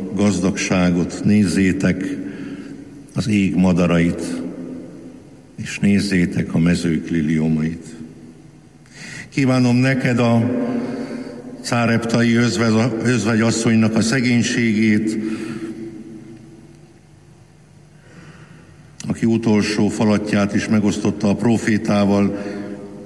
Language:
Hungarian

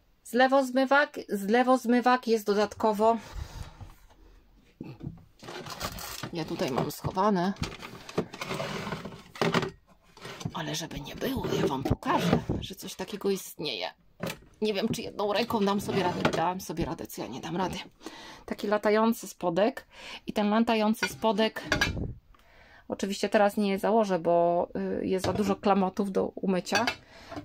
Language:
Polish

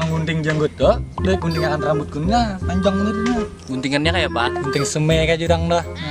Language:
Banjar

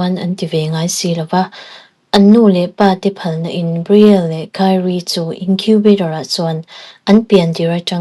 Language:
Mizo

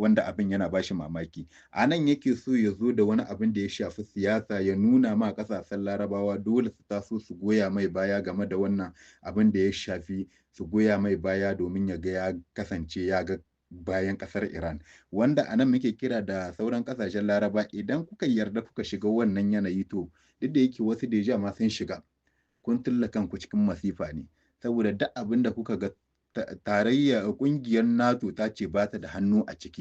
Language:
Hausa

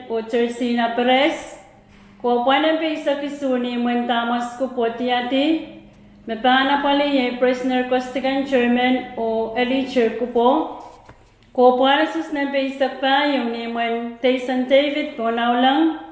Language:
Pohnpeian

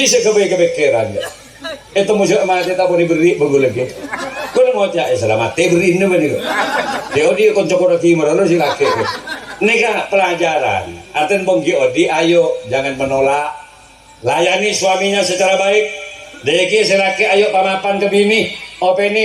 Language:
Madurese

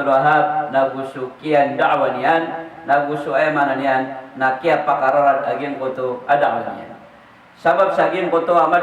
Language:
Maranao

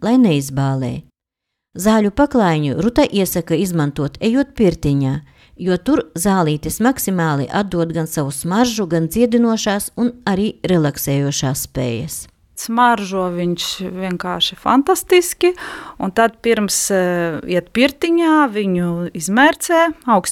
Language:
Latvian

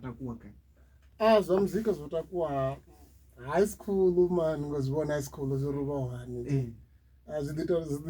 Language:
Venda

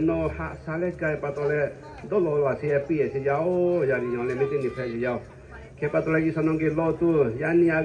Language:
Lahu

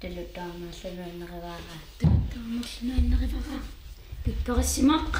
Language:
Kalaallisut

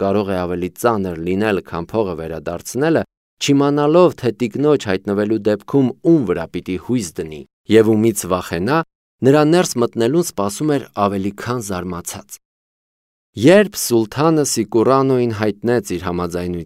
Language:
Armenian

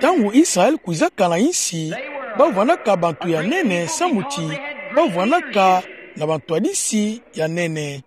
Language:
Kituba (Democratic Republic of Congo)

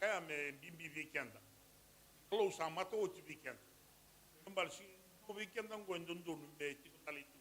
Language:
Fijian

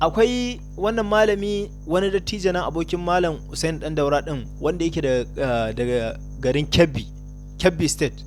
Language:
Hausa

